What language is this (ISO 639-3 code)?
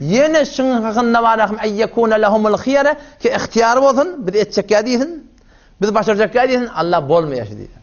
tuk